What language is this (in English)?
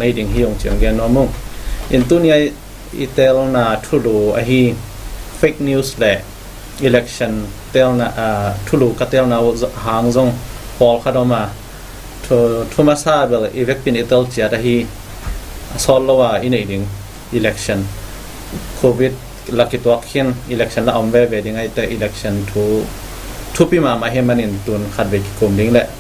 Tedim Chin